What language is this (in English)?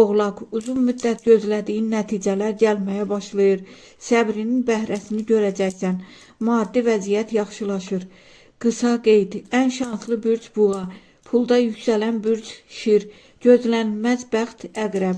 Azerbaijani